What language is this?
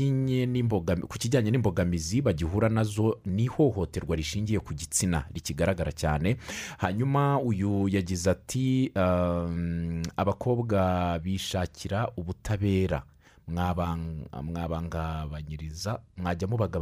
Kinyarwanda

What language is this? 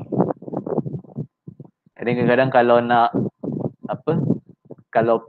Malay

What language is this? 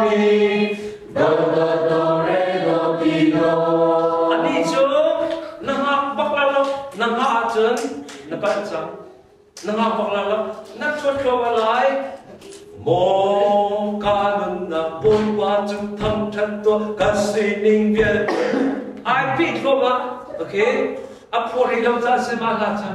Hakha Chin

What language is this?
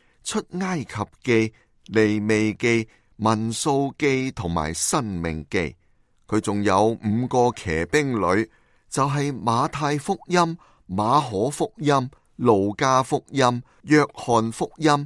Cantonese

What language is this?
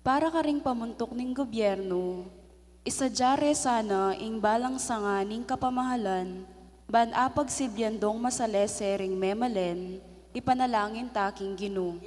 Pampanga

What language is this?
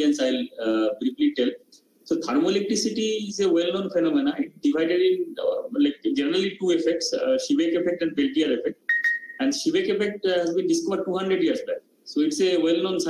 English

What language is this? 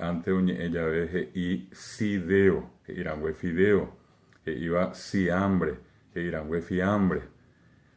Guarani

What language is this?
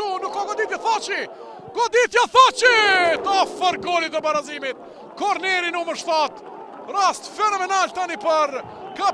Albanian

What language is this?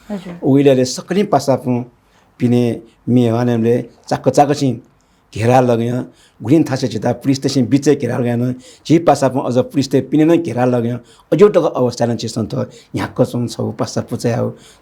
Newari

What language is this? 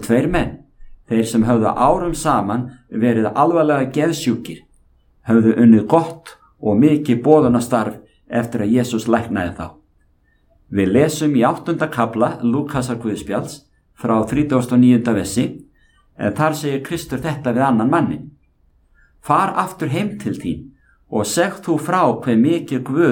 Icelandic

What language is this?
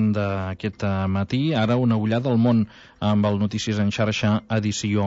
Catalan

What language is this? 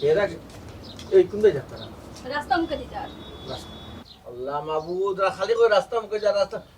Sylheti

